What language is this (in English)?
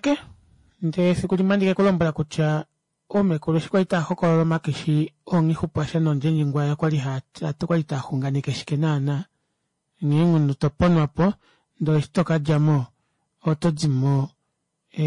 Kuanyama